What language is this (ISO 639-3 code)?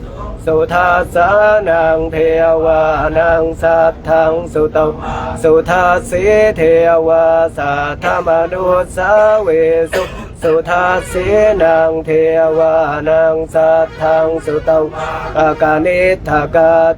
pli